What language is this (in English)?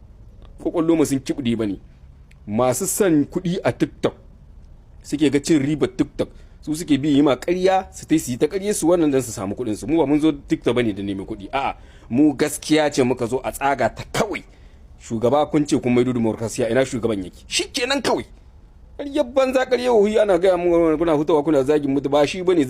Hausa